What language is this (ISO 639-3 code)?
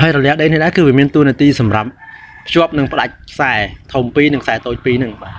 khm